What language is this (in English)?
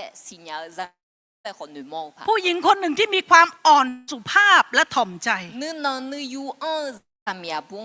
Akha